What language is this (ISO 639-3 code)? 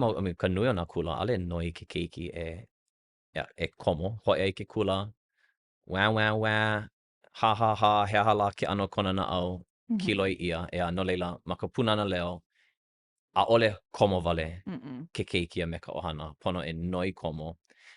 haw